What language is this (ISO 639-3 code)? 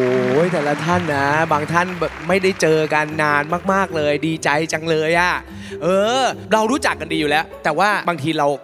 tha